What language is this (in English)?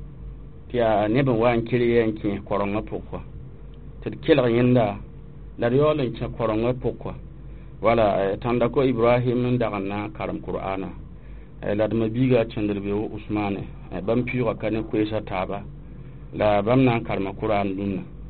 Mossi